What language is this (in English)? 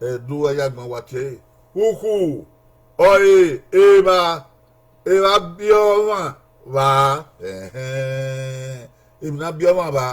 Bini